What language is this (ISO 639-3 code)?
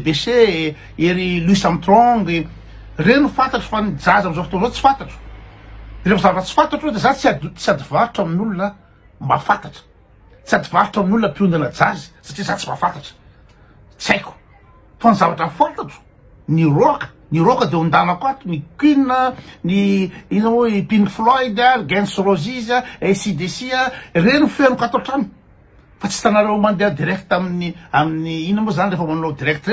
mlg